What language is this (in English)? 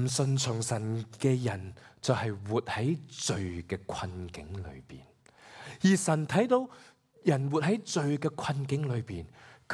Cantonese